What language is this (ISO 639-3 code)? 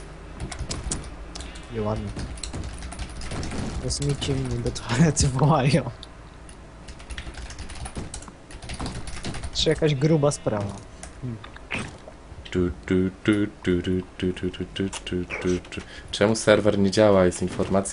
pol